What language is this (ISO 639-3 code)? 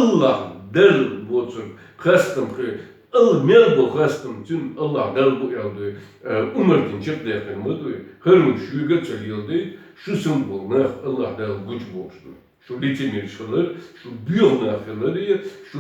che